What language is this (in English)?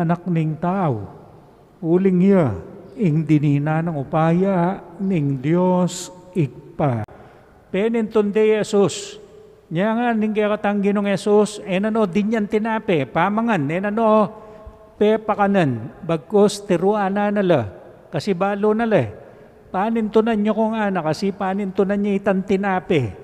Pampanga